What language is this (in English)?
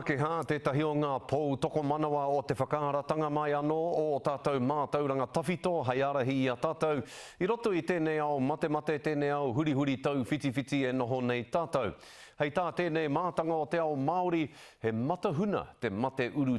Māori